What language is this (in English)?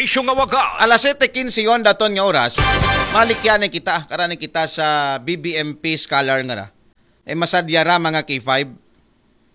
Aklanon